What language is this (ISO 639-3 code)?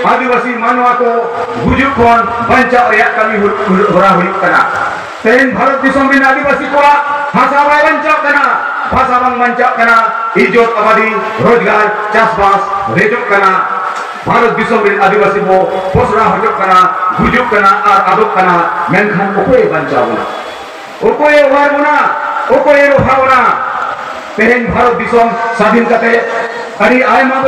sat